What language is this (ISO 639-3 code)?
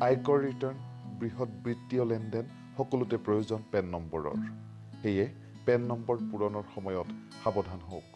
asm